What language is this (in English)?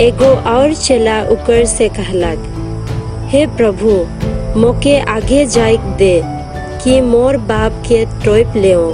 Sadri